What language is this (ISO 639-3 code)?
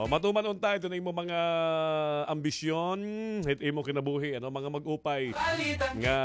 war